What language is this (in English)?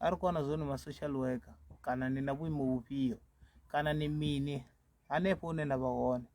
Venda